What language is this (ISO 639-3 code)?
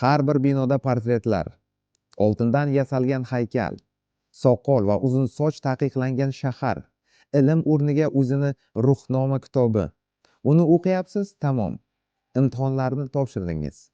uzb